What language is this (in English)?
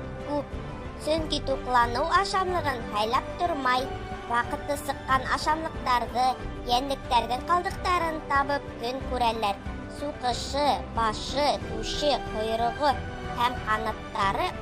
Bashkir